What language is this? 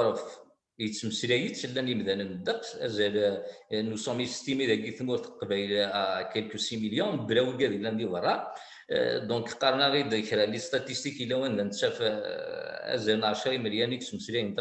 Kabyle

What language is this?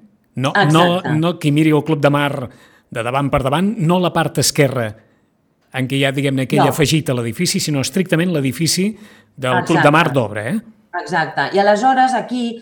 Catalan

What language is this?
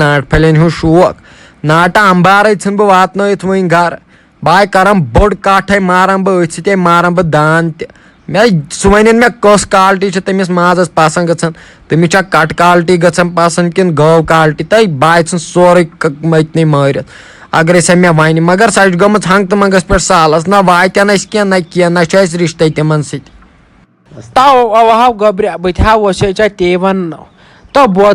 Kashmiri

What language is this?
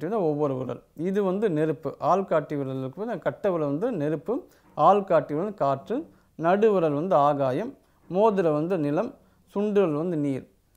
Tamil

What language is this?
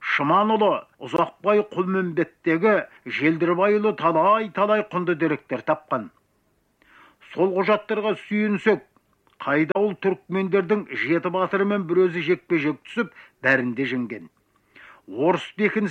Kazakh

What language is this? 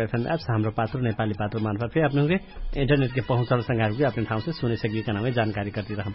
Dangaura Tharu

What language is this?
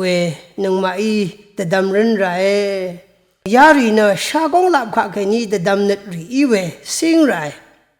Rawang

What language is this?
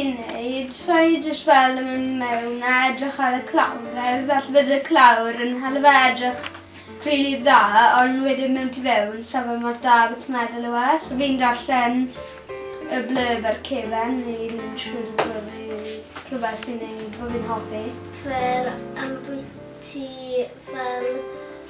Welsh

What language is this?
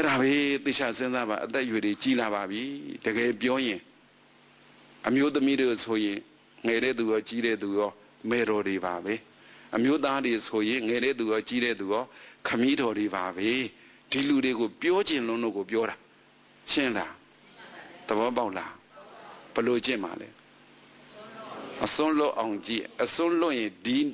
Burmese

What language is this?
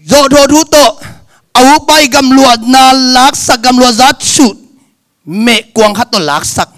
Tedim Chin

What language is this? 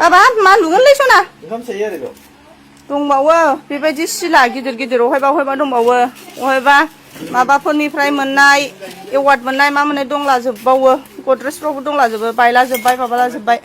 Bodo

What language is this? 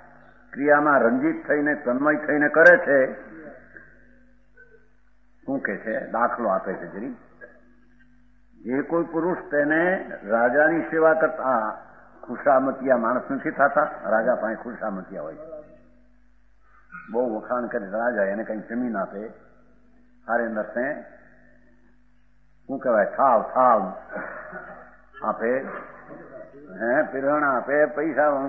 Gujarati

